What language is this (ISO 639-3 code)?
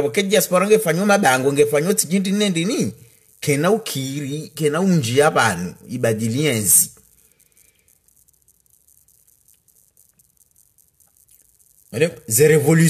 swa